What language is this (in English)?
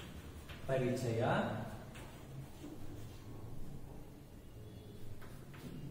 Kannada